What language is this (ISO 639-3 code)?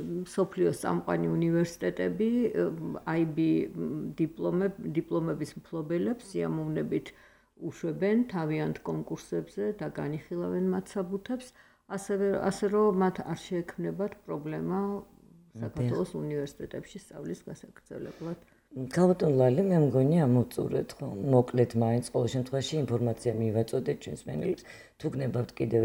kat